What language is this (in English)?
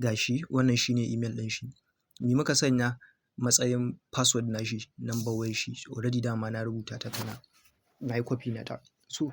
Hausa